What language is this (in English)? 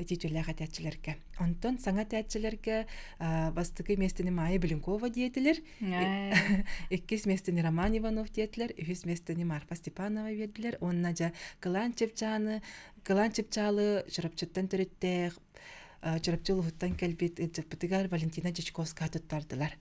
Yakut